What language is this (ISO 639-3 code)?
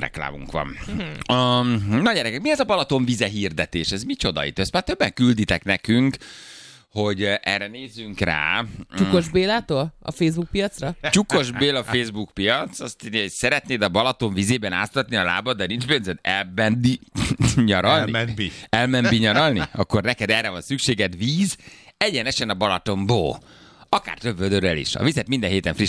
hun